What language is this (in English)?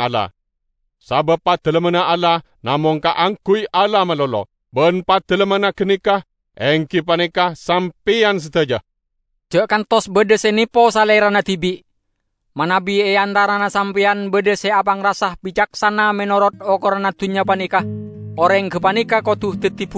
Madurese